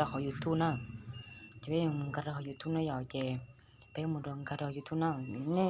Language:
Hmong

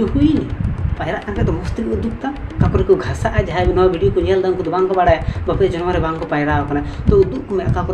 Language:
Santali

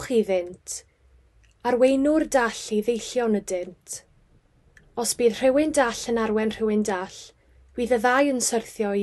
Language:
Welsh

